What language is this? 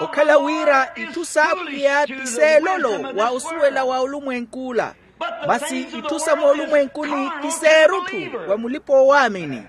Makhuwa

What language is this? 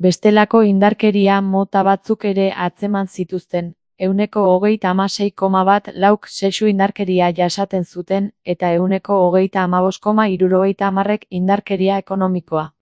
Basque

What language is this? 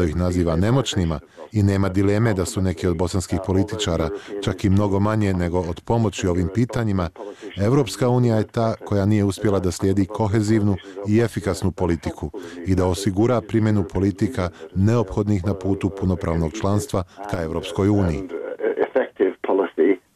Bosnian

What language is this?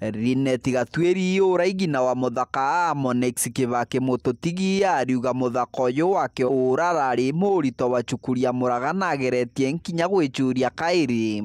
Meru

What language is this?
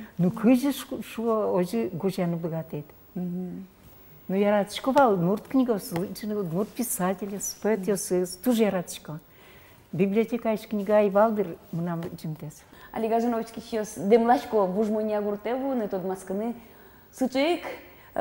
Udmurt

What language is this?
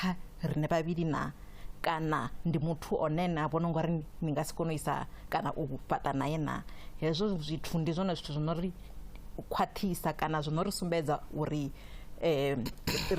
Venda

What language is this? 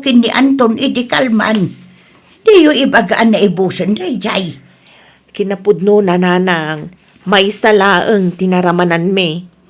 Iloko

